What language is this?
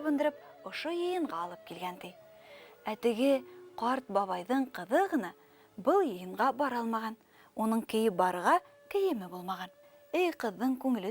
Bashkir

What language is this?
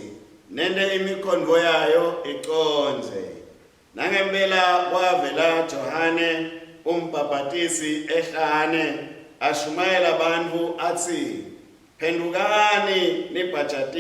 Swati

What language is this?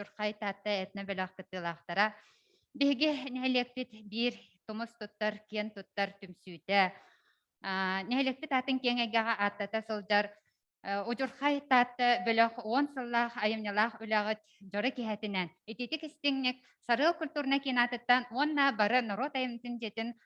Yakut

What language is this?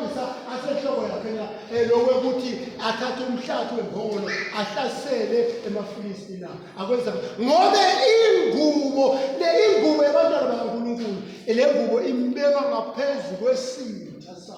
Swati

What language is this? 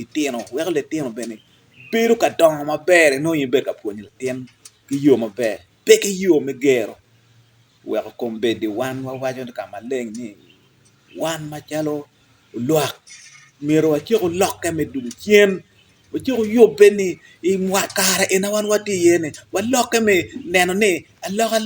Acoli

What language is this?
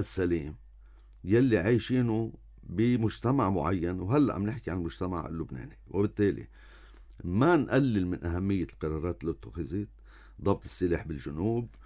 North Levantine Arabic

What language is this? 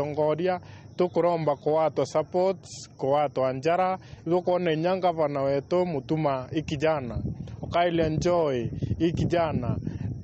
Meru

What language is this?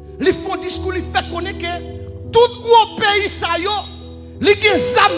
Haitian Creole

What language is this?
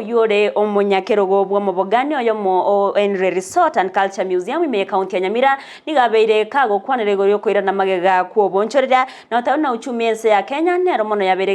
Gusii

